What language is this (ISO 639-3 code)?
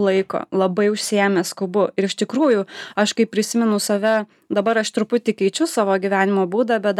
lit